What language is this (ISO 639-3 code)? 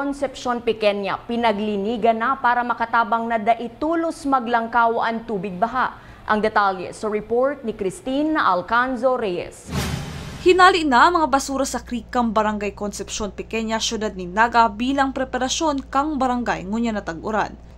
bik